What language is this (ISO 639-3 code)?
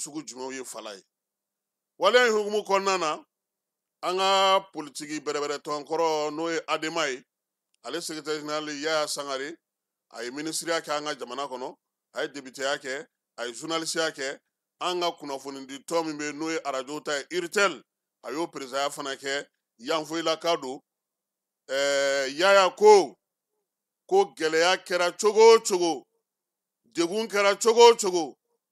bam